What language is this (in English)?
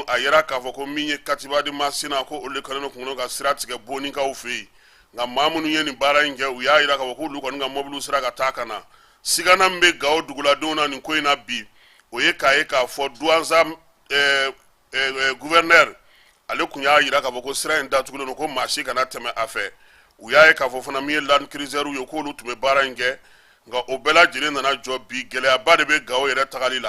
Bambara